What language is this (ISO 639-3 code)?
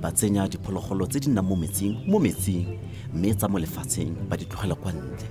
tsn